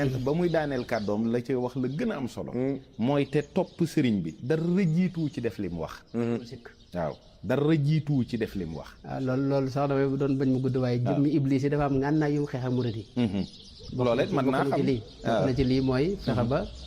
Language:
Wolof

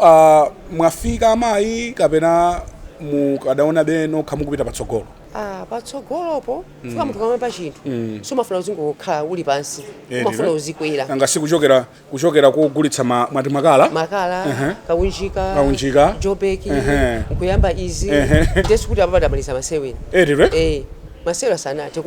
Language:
Nyanja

